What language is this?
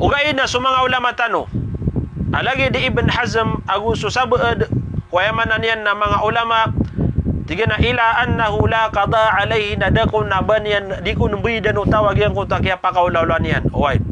Maranao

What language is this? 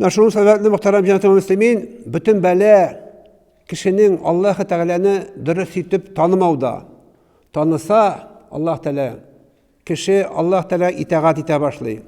Tatar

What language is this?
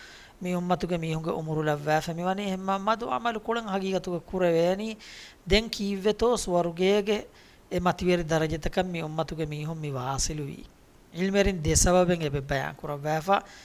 Divehi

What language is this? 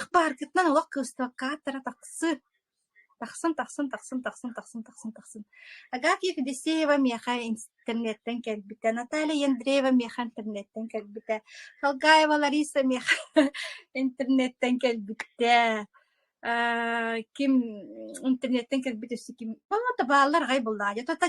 Yakut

